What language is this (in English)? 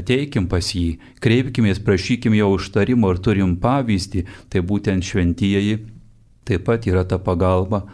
Lithuanian